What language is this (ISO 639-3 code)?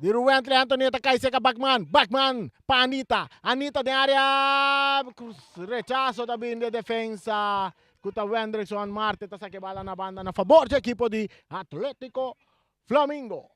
pap